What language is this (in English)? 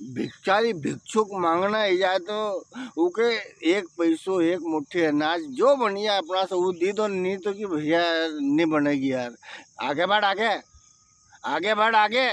Rajasthani